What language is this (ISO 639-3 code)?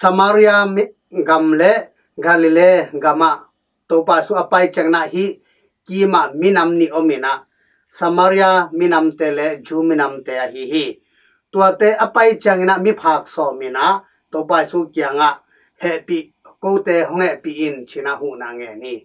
ctd